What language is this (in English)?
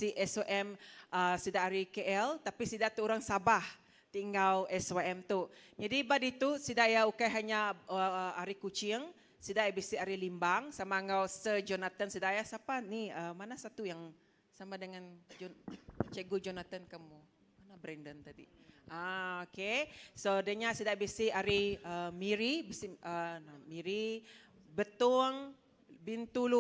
Iban